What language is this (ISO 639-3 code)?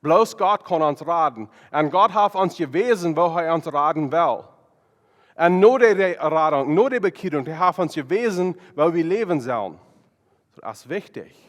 pdt